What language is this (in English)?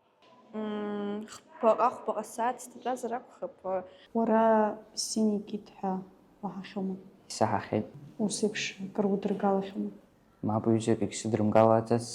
Abkhazian